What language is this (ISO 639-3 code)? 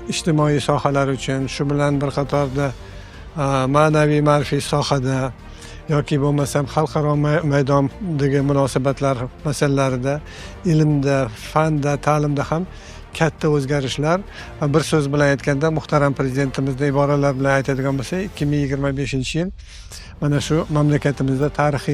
uzb